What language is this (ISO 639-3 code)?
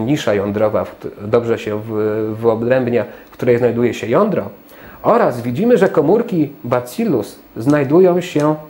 pol